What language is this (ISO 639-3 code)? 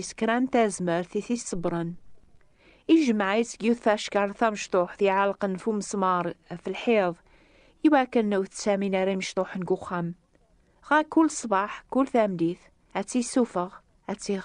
kab